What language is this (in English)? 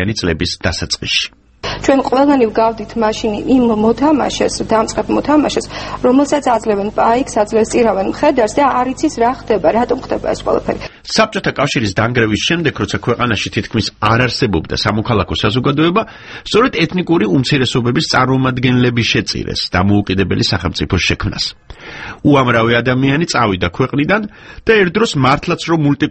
Georgian